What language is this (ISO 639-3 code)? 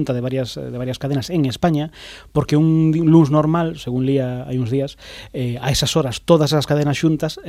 glg